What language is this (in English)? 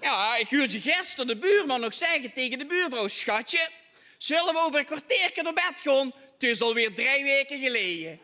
Limburgish